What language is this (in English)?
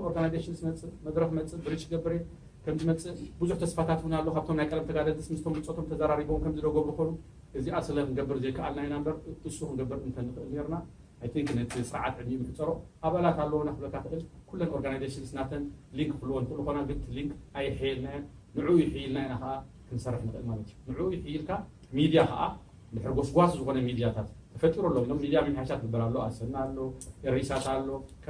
Tigrinya